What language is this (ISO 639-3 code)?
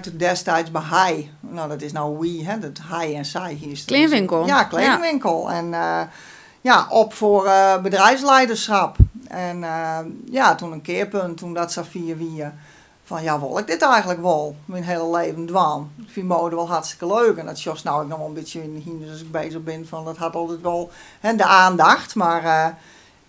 fry